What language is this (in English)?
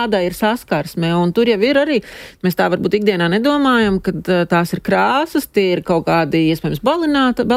Latvian